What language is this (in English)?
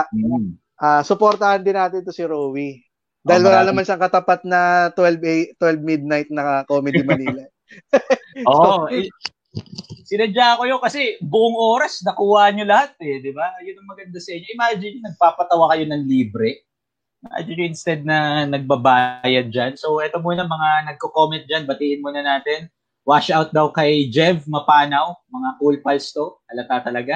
Filipino